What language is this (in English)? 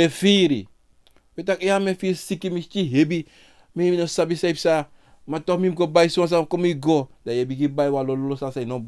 Sranan Tongo